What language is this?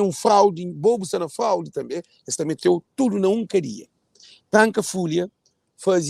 Kabuverdianu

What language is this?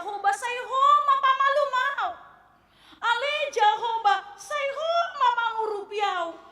Batak Toba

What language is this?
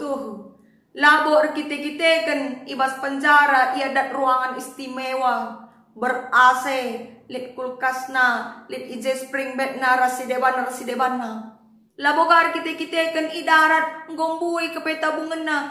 Batak Karo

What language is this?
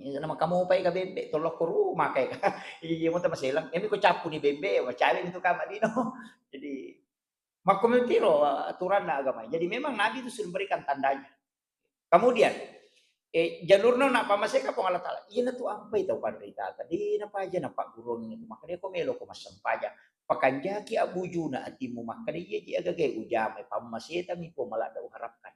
Buginese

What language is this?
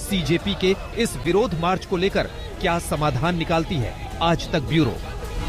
Hindi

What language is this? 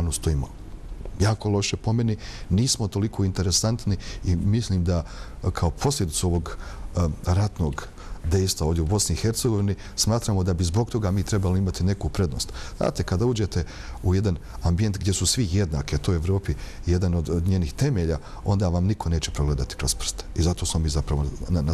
Bosnian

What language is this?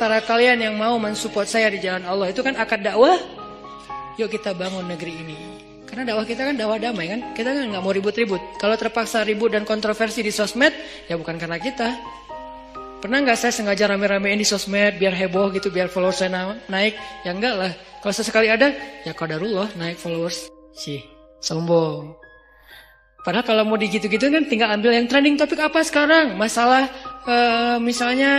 Indonesian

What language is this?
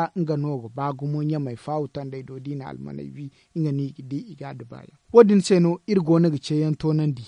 Zarma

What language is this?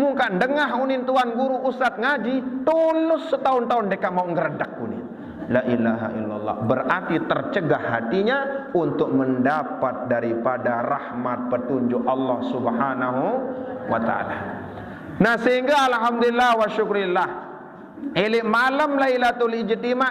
Sasak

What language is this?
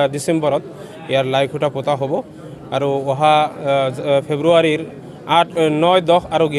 Assamese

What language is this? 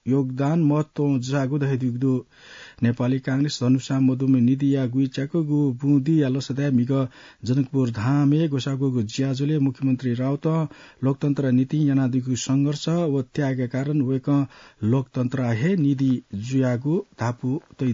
Newari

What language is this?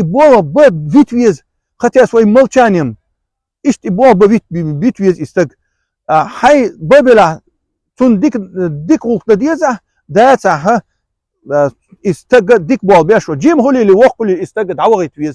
Chechen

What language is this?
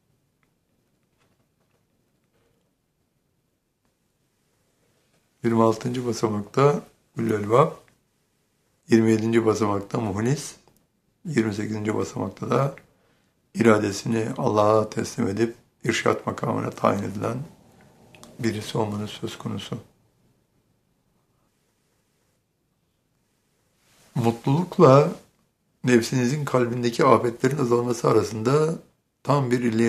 Turkish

